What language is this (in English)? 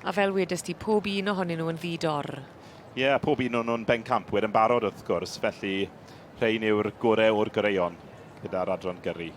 Welsh